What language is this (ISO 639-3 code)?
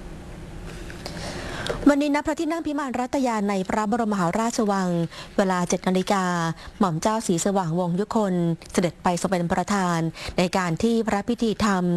tha